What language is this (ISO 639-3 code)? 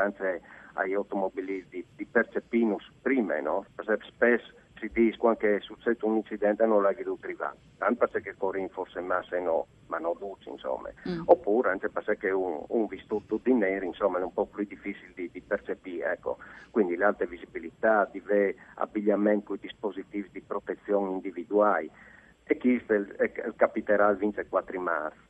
fur